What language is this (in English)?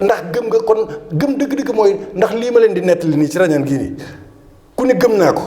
Wolof